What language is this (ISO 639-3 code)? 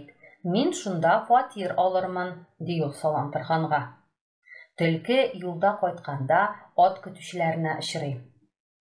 tat